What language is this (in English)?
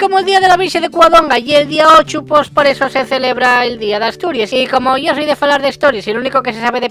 Asturian